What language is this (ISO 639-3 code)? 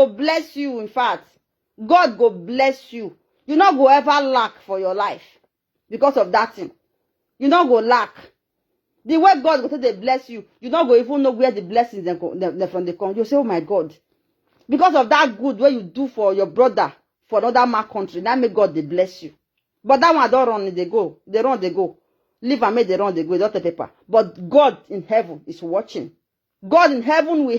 pcm